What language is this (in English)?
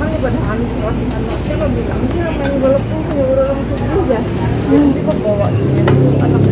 Banjar